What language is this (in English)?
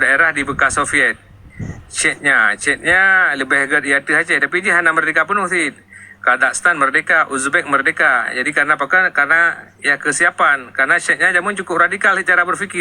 Achinese